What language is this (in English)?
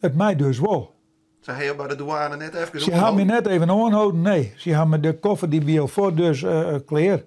Western Frisian